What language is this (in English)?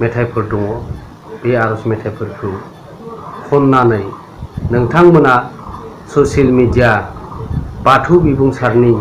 Bodo